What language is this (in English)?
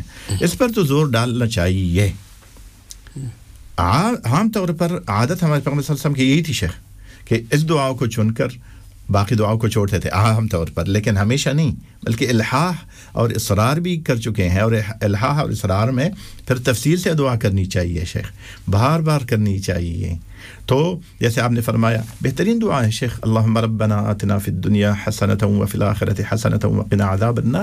Urdu